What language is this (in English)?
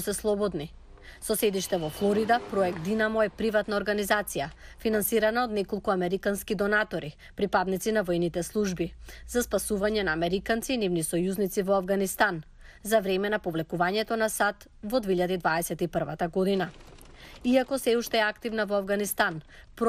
Macedonian